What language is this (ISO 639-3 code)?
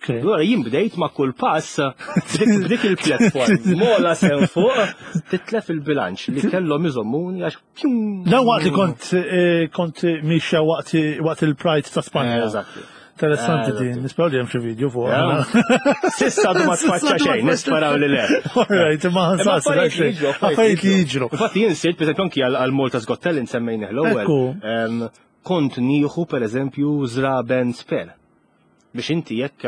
mlt